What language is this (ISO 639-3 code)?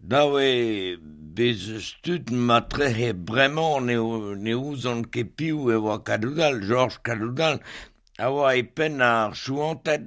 bre